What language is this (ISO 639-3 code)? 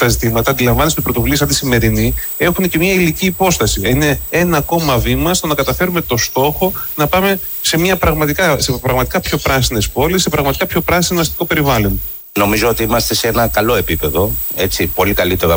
ell